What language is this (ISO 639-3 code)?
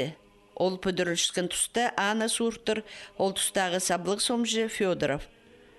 kjh